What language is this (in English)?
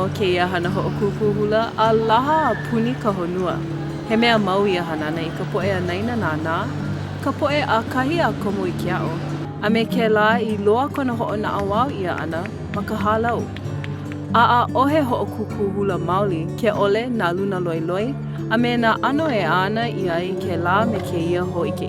Hawaiian